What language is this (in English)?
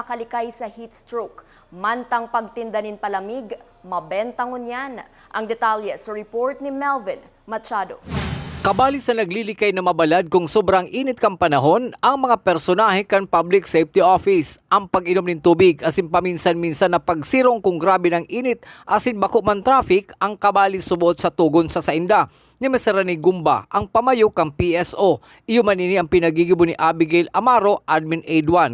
Bikol